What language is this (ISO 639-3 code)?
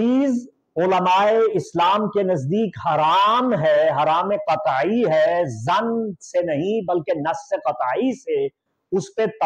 urd